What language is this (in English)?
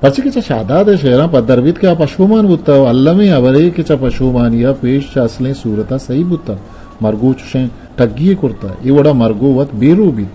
Eastern Balochi